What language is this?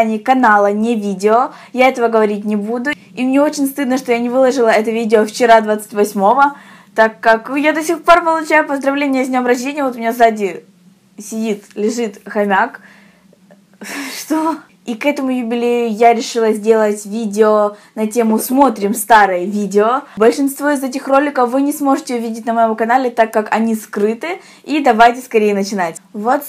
Russian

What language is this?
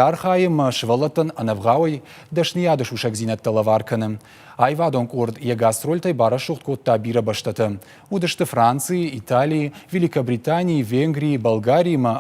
Ossetic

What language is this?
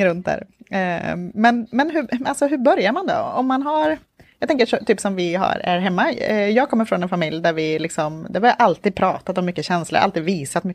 Swedish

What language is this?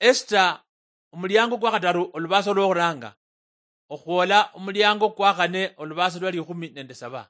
Luyia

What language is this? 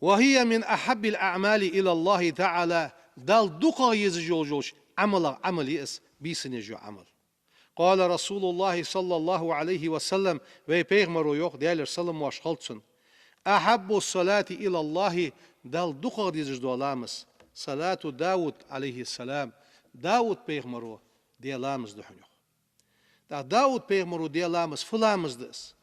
Ingush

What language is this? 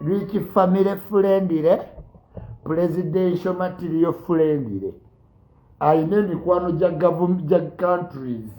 Ganda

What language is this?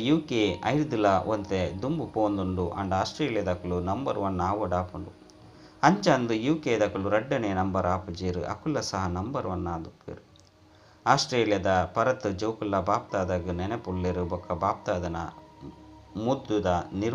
Tulu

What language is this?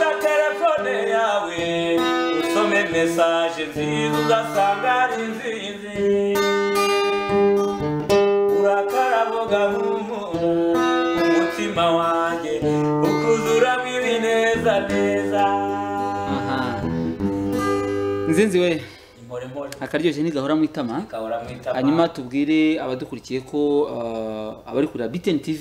Kinyarwanda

